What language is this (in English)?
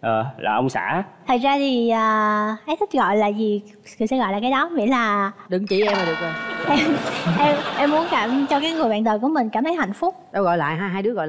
Vietnamese